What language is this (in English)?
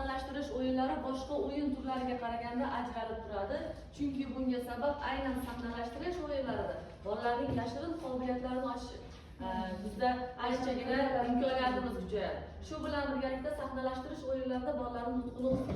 Uzbek